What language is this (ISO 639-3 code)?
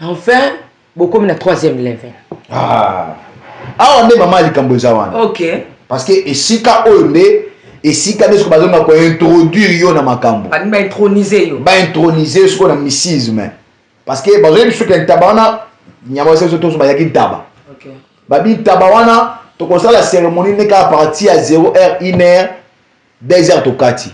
lin